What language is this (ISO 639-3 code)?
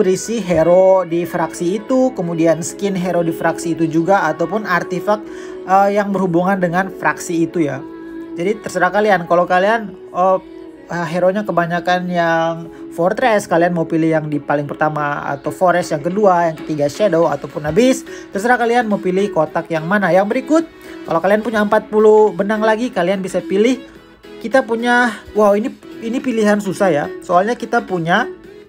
ind